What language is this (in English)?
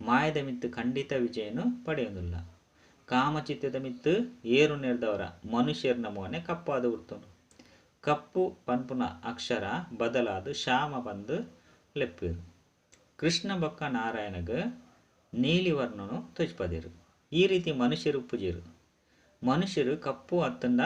Tulu